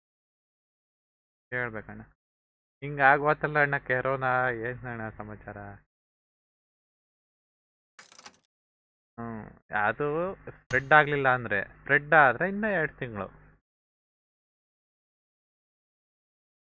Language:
Kannada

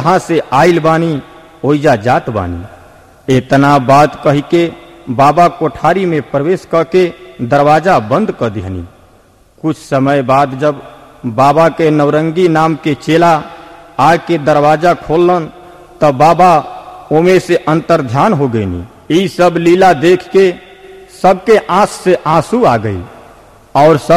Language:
Bhojpuri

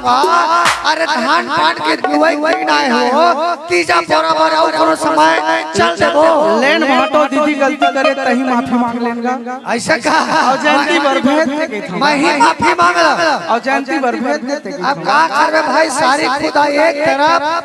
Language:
Chhattisgarhi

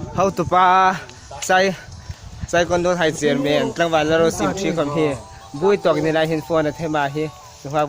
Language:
Hmar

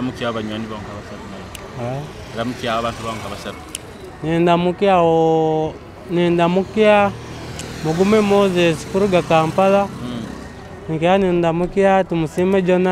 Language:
Nyoro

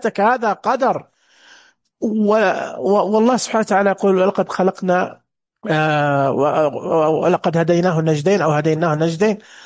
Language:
Najdi Arabic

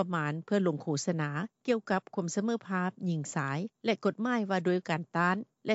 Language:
Lao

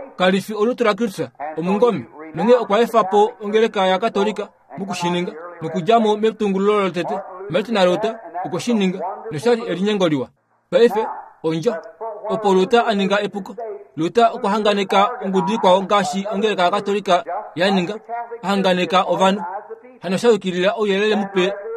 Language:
Kuanyama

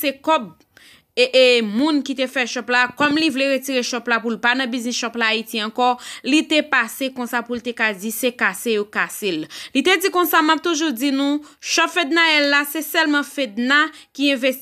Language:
Haitian Creole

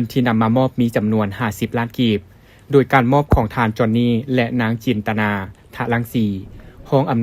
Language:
Lao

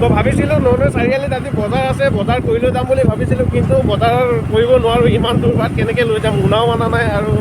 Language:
Assamese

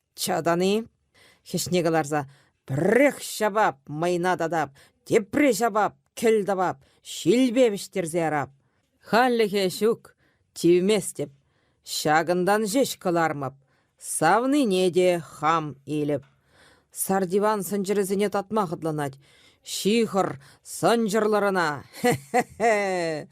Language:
Chuvash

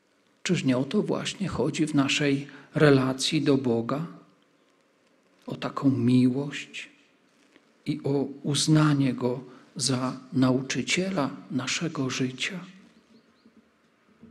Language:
Polish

